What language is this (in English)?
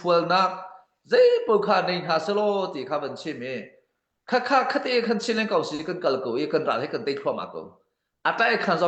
Hakha Chin